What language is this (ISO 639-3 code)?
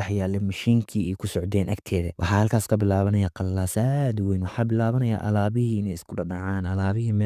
som